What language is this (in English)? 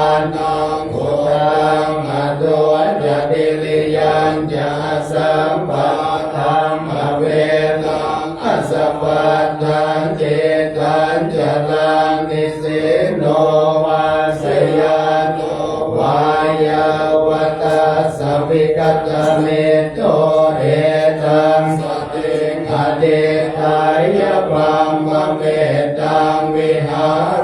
Pali